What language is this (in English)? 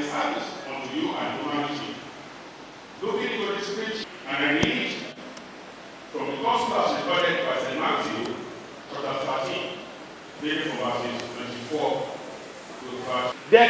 English